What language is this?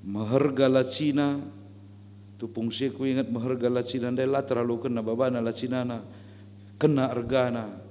Batak Karo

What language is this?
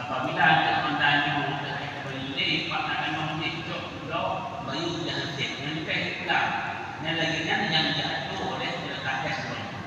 Achinese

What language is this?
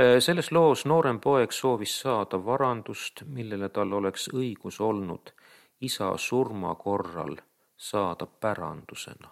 Estonian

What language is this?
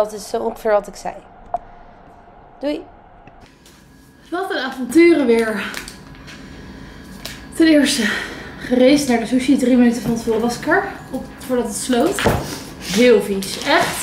Dutch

